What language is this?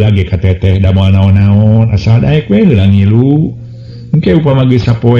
Sundanese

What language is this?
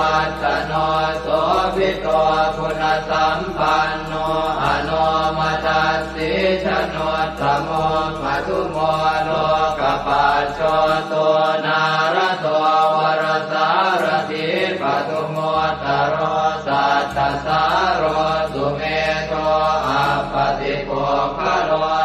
Pali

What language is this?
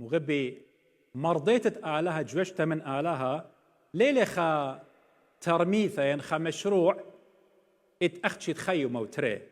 Assyrian Neo-Aramaic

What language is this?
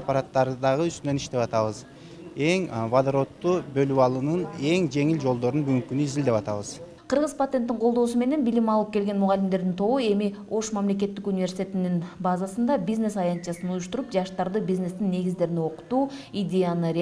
Kyrgyz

